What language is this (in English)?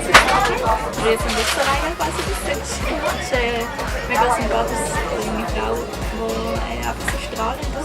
Swiss German